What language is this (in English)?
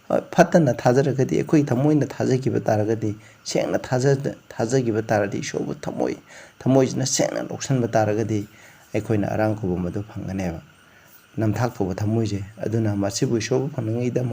Manipuri